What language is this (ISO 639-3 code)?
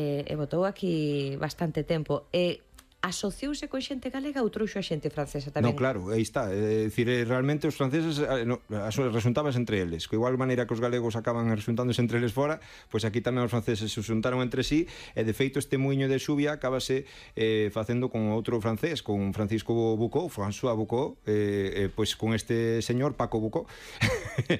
glg